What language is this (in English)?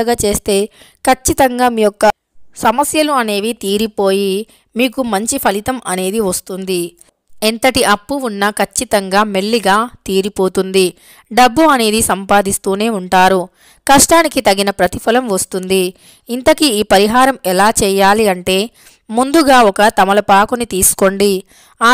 Telugu